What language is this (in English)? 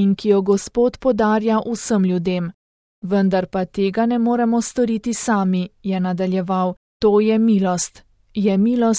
Slovenian